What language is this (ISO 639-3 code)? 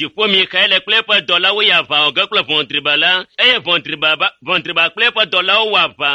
ewe